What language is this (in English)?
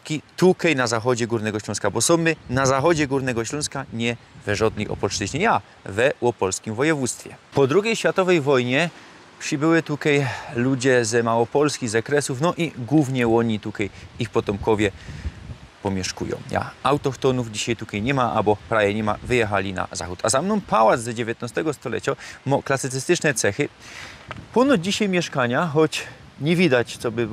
Silesian